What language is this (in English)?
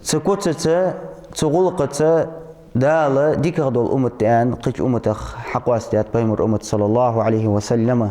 Ingush